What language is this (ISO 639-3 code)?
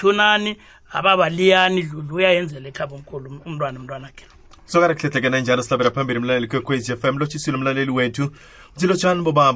nbl